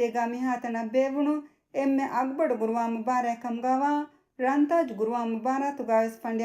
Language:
Divehi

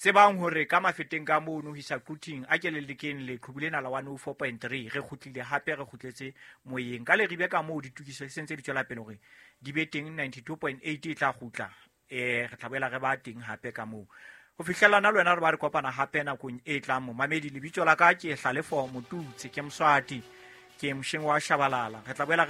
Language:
Southern Sotho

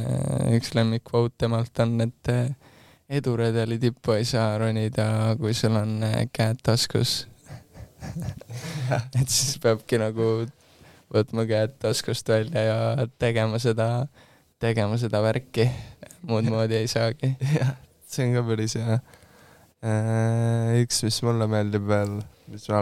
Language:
Estonian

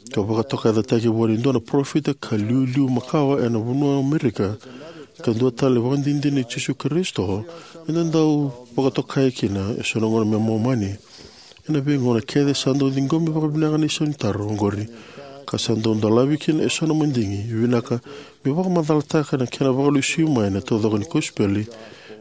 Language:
Fijian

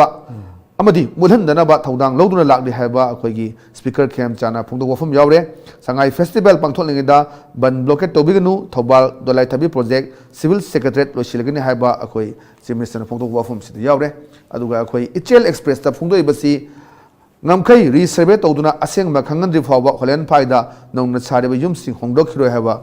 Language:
Manipuri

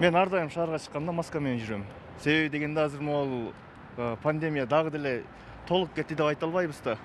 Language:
Kyrgyz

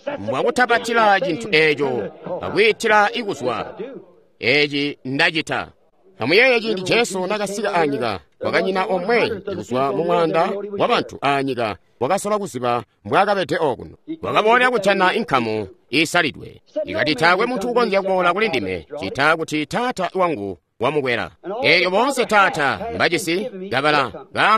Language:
Tonga (Zambia)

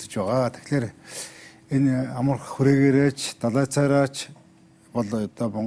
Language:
Mongolian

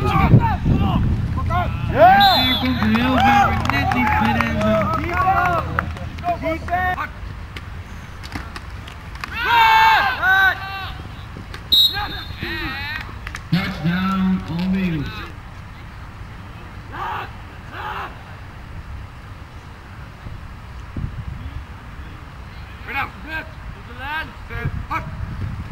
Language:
Dutch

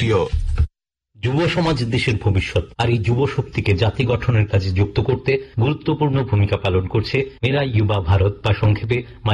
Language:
Bangla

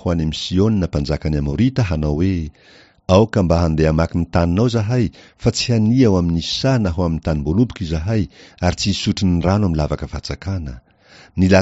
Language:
Malagasy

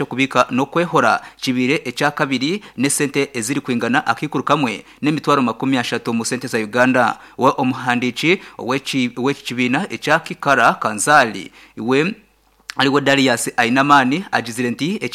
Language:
Nyankole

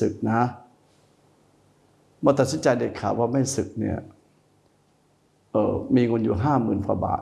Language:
Thai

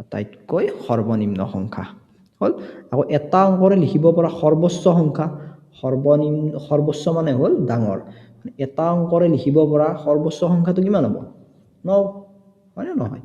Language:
Assamese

